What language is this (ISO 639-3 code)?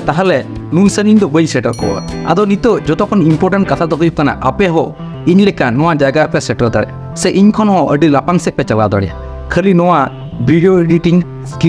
sat